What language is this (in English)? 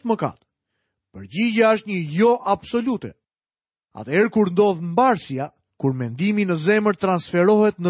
Albanian